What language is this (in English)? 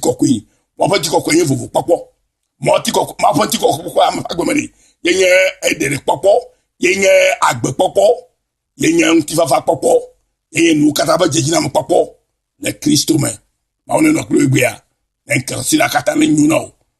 Ewe